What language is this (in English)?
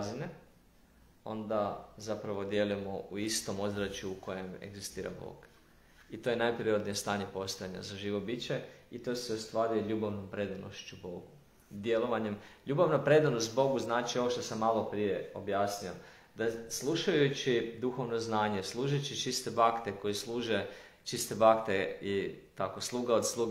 Croatian